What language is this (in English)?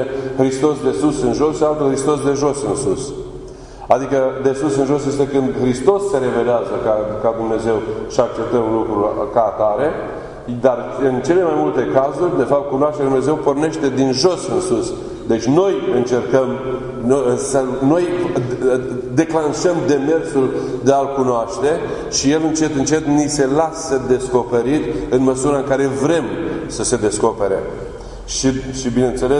Romanian